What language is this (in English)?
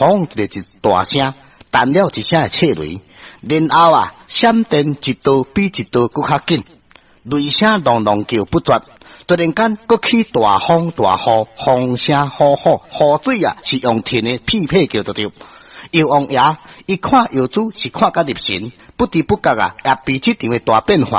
Min Nan Chinese